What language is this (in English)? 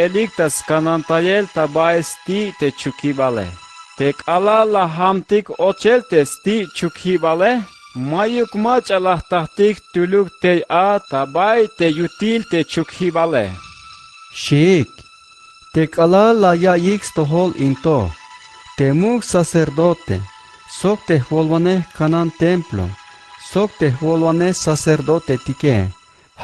Tzeltal